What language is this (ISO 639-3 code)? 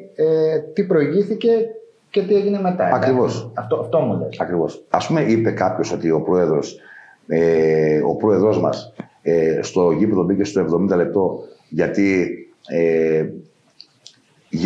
ell